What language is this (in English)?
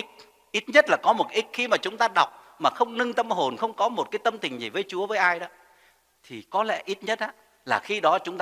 Vietnamese